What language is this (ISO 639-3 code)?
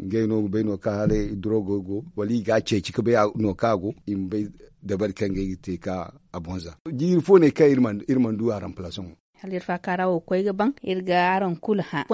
dje